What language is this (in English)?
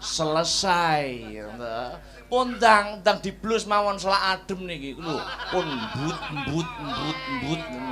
Javanese